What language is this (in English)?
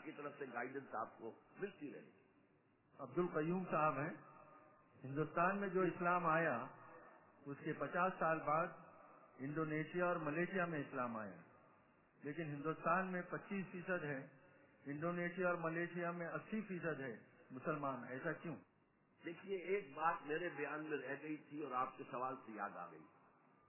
Urdu